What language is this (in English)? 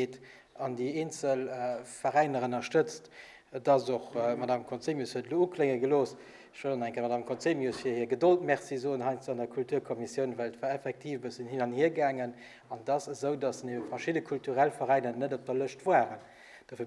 Luxembourgish